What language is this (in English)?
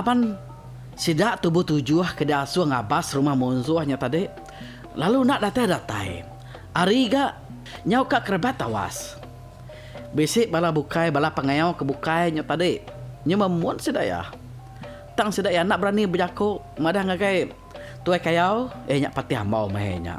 Iban